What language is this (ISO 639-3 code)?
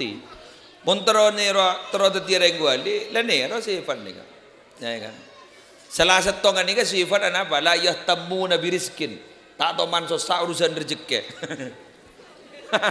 mad